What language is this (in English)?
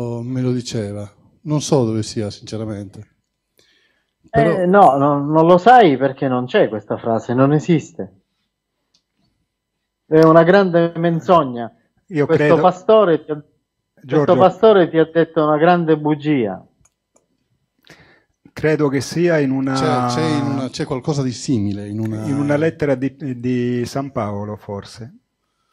Italian